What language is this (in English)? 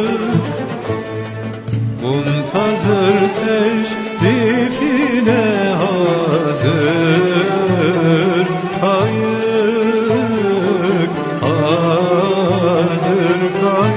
Turkish